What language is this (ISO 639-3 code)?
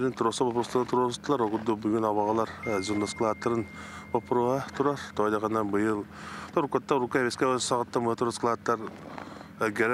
sah